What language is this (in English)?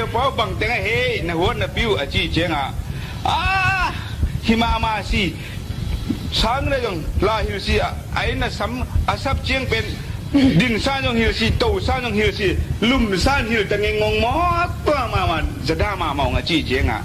Tedim Chin